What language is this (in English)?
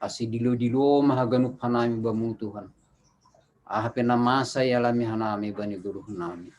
Batak Simalungun